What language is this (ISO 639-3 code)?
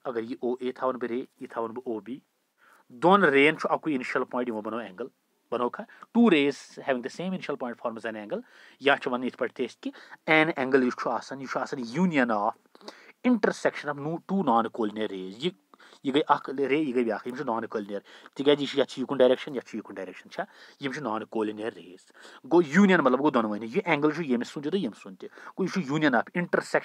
kas